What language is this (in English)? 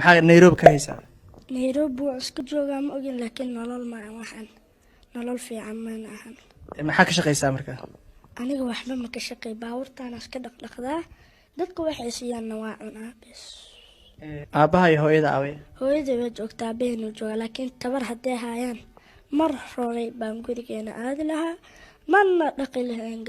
Somali